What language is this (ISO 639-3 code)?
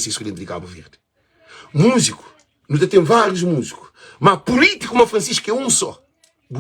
kea